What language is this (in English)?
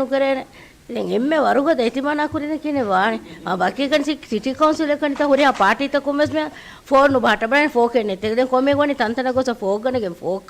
Divehi